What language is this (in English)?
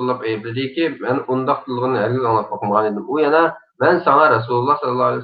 Uyghur